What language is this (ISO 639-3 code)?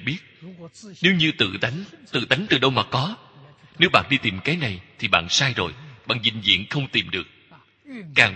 vie